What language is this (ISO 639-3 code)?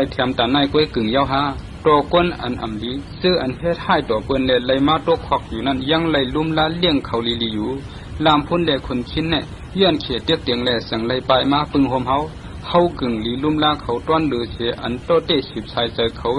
shn